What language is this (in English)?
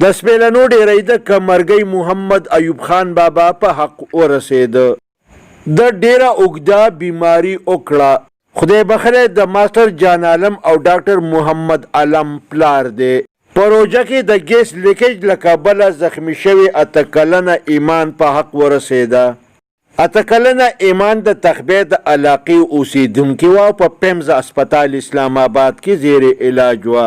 Pashto